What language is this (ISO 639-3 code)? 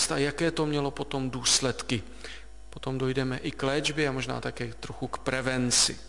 ces